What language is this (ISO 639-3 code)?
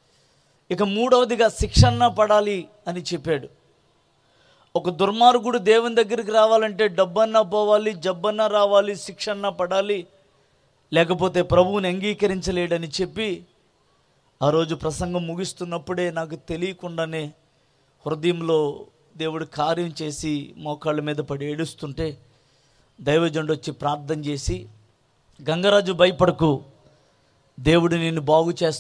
tel